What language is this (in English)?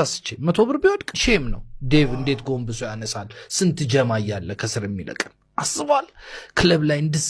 Amharic